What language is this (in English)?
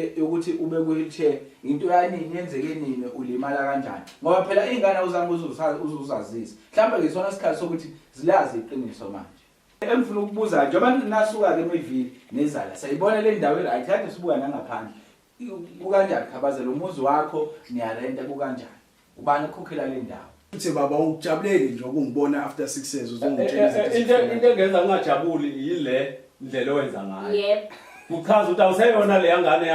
Zulu